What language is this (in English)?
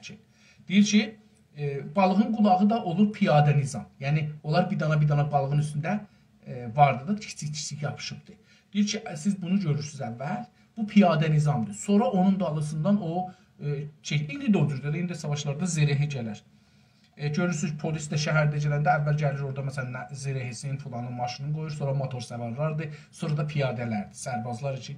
South Azerbaijani